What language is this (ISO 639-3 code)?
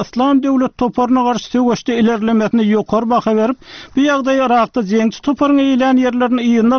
tuk